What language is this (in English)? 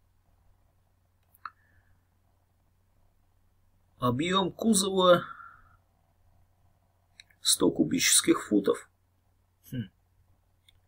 Russian